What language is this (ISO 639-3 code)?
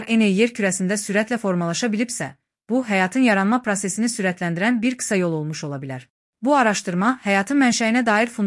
aze